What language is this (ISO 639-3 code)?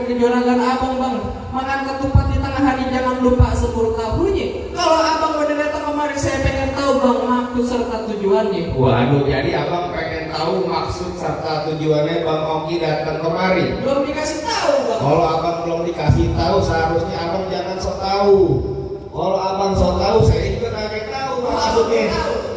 bew